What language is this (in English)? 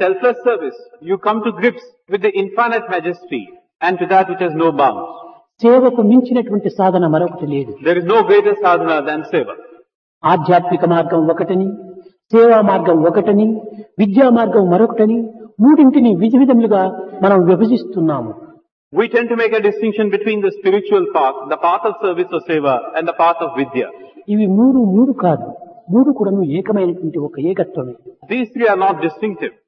Telugu